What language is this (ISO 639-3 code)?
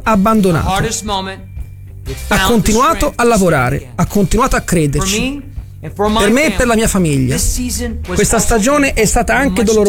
ita